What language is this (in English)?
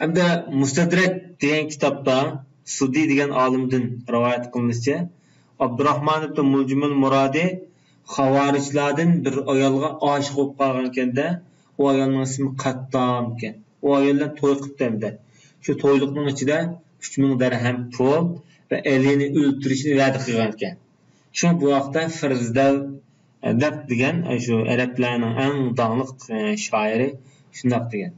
Uyghur